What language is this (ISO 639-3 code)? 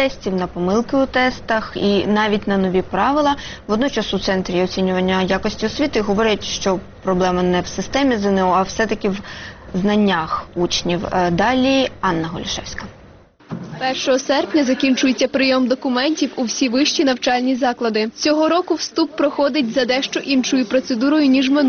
ukr